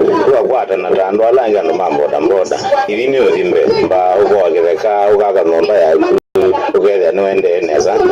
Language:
Kamba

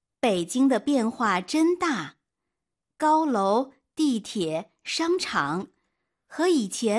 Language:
Korean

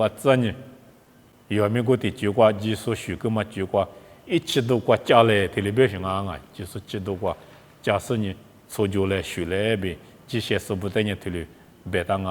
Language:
Lisu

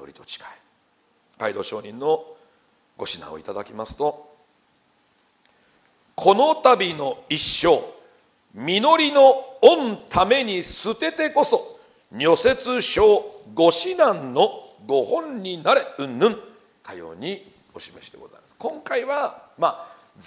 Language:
Japanese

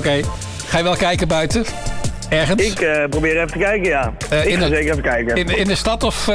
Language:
Dutch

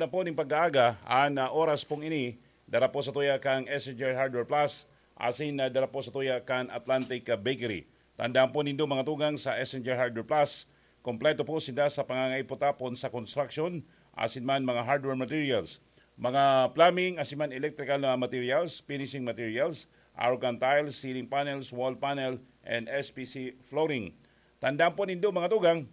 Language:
Bikol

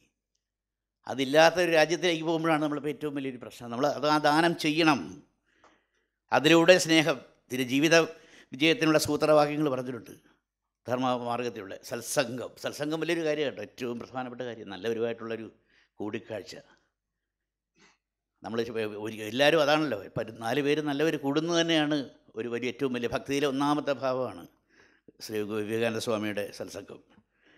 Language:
Malayalam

